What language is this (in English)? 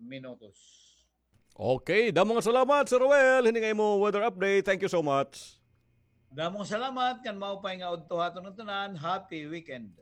Waray